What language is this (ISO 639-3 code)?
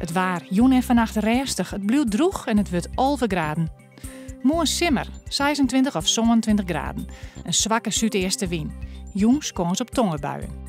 fry